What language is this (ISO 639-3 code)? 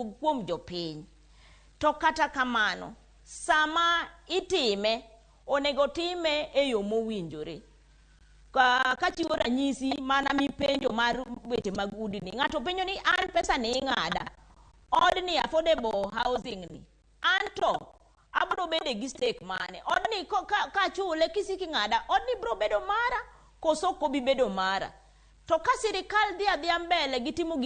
luo